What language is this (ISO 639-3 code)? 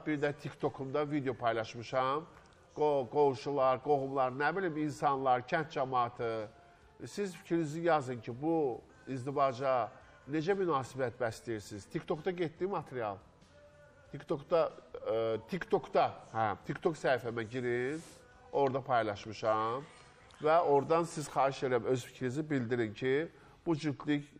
aze